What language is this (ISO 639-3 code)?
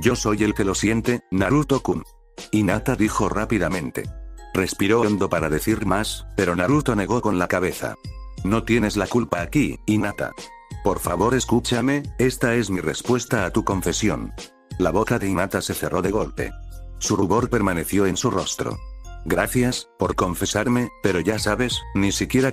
spa